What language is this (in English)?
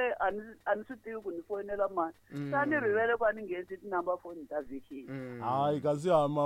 Tsonga